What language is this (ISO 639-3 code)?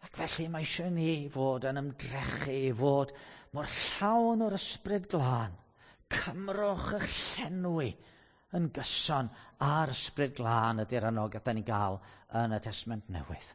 cym